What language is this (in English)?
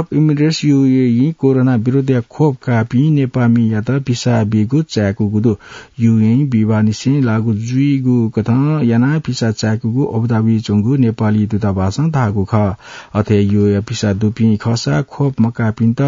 Newari